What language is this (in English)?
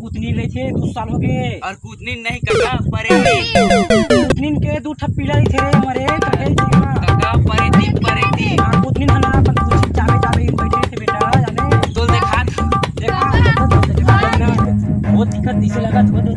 Chhattisgarhi